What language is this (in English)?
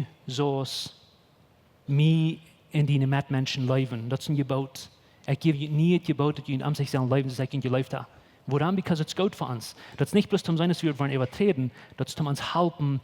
Plautdietsch